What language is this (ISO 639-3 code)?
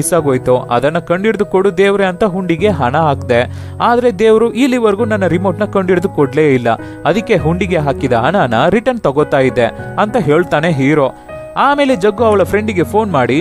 kan